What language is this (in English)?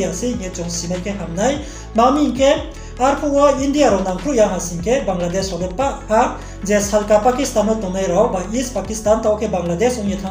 Riang (India)